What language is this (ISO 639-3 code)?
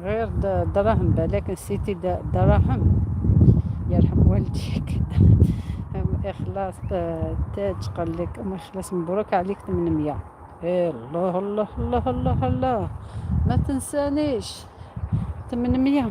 arq